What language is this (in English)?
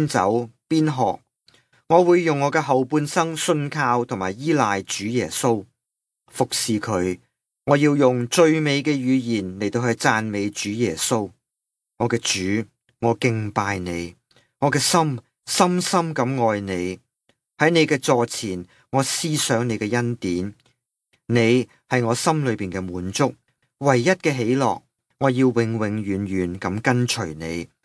Cantonese